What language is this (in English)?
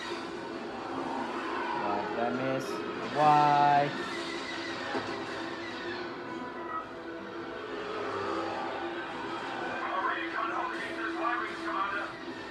English